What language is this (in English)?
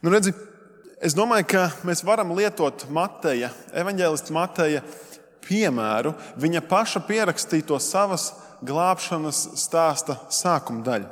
Latvian